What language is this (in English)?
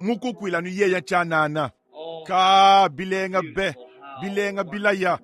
Luba-Lulua